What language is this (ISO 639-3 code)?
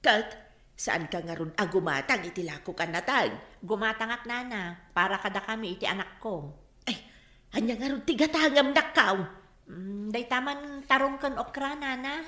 ilo